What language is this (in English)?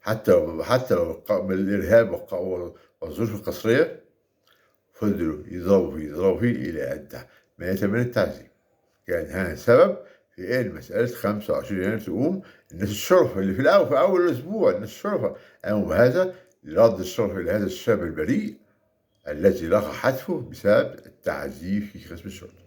Egyptian Arabic